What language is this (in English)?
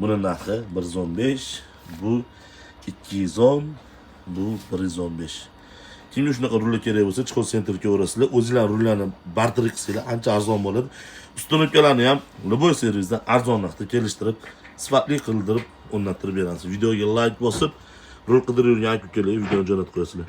Uzbek